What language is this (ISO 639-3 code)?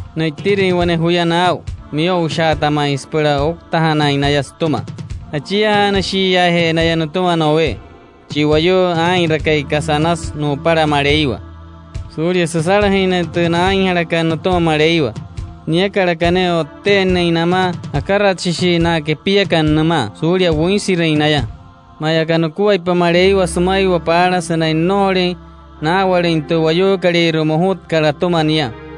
guc